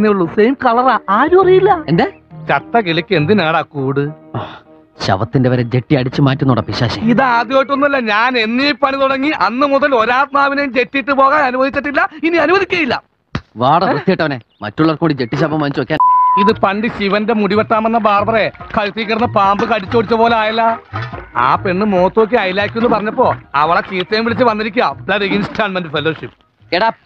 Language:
Malayalam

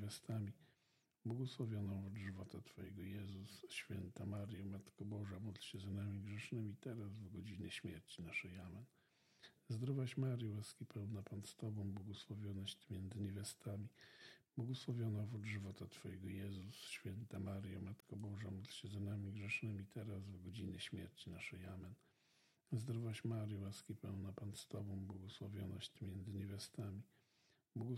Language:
Polish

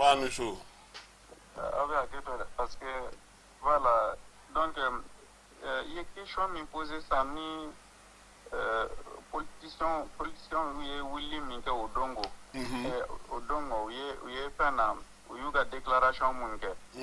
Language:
Bambara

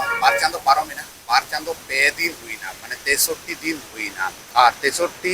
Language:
Santali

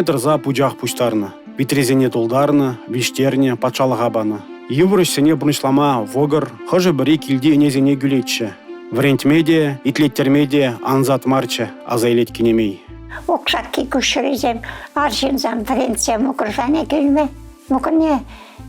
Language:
Chuvash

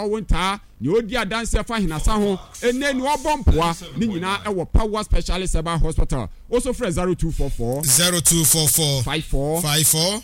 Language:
Akan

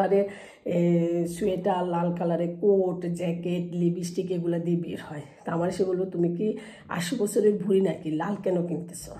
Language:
Bangla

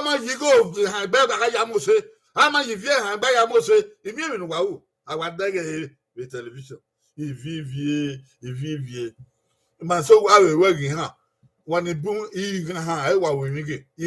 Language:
Bini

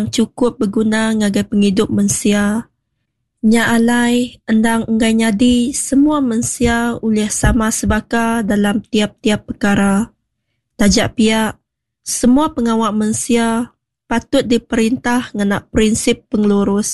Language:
Iban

